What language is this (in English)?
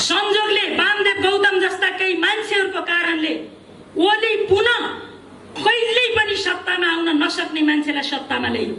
Nepali